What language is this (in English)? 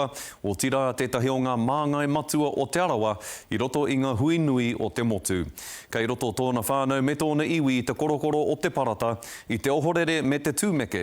Māori